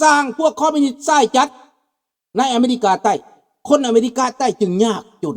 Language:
Lao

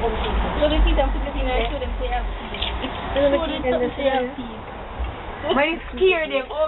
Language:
Jamaican Creole English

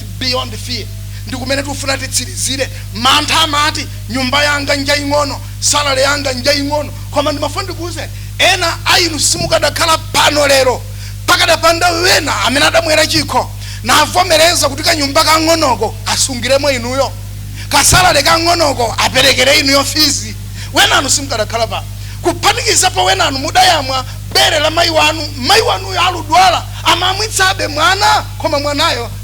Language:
Nyanja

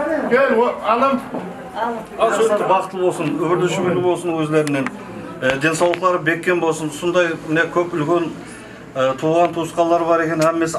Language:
Kara-Kalpak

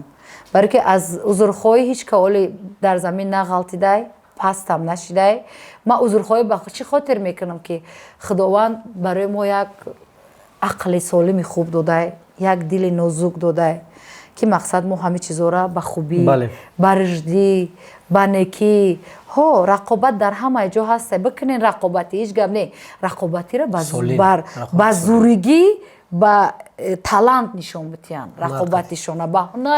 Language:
Tajik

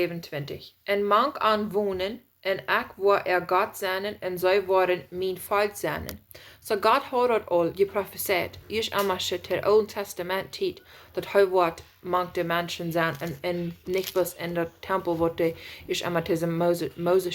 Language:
Plautdietsch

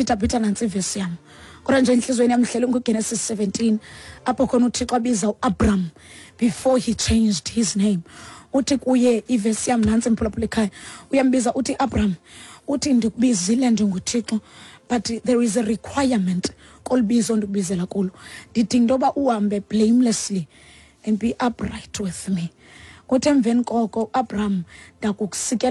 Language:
Xhosa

